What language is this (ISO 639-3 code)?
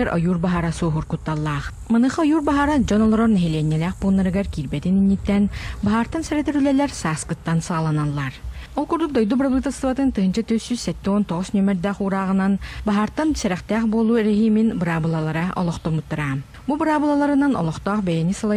sah